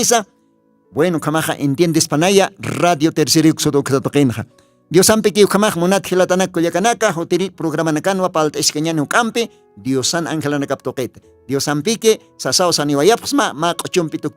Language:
Aymara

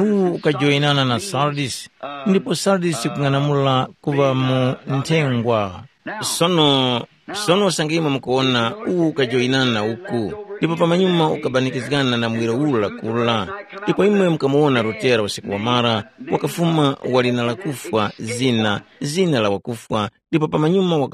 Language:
Tumbuka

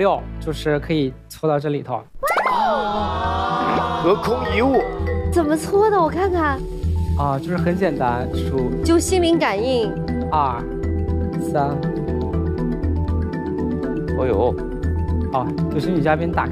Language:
Chinese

